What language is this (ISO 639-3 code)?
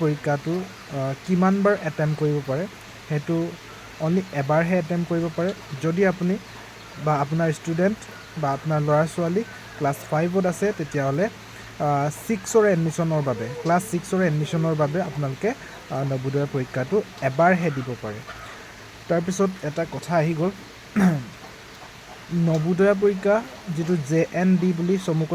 asm